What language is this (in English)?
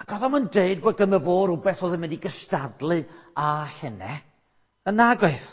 Welsh